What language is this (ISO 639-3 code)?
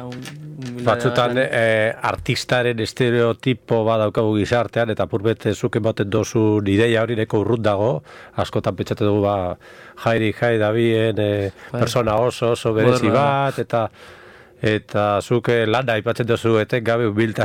eus